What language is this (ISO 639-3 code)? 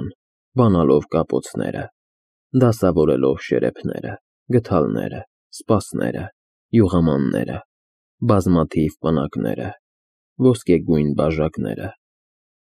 hye